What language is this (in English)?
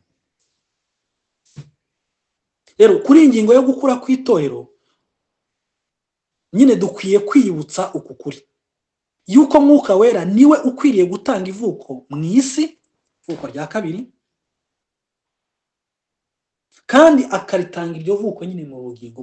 Kinyarwanda